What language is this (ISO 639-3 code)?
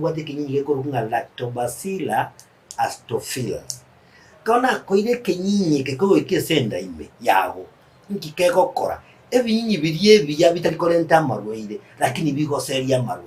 guz